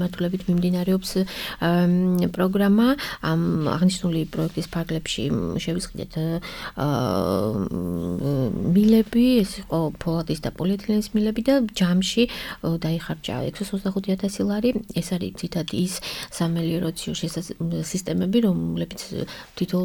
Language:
Georgian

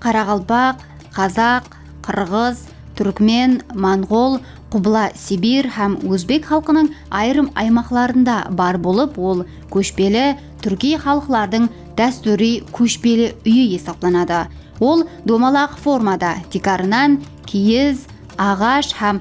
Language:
Kara-Kalpak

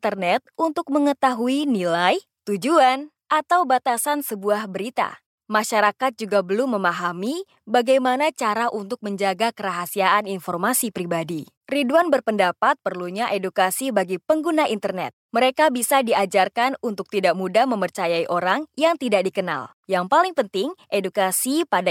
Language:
Indonesian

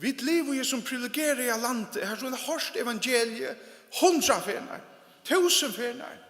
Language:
Faroese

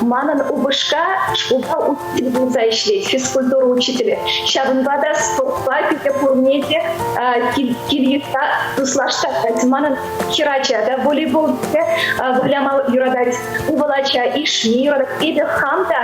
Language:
Chuvash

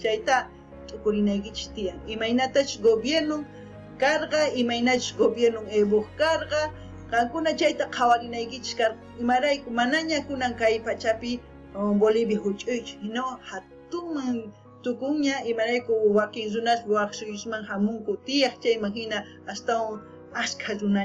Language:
South Bolivian Quechua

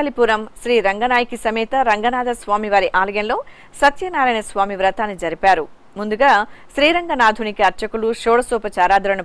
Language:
Telugu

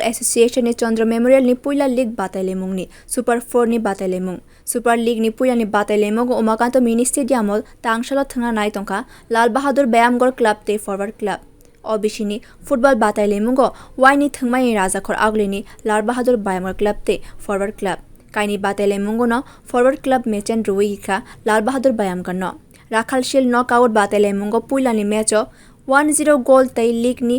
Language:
Kok Borok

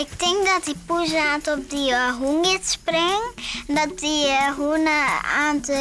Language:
Western Frisian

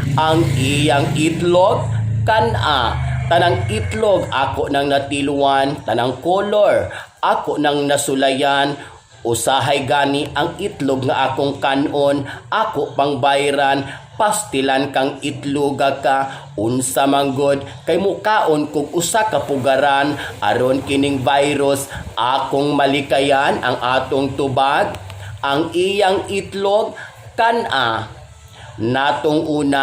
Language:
Cebuano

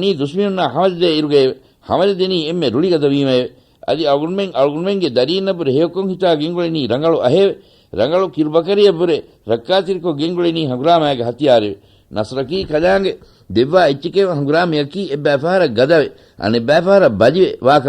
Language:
Divehi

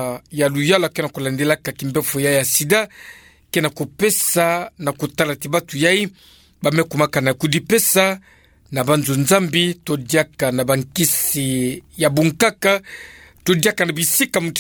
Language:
Kituba (Democratic Republic of Congo)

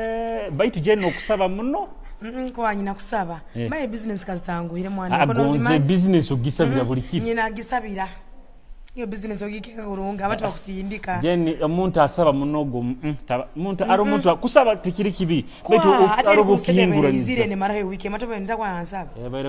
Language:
Nyoro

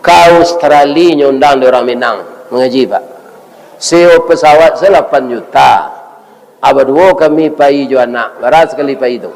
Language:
Minangkabau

